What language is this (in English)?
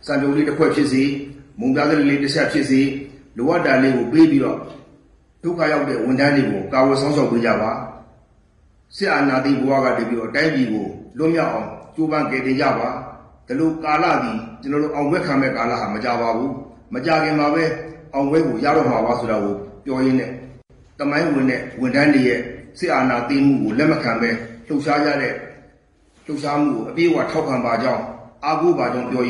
Burmese